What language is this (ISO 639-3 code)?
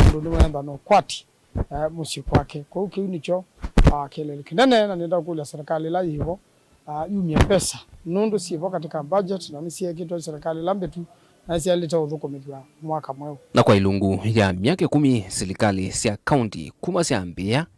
kam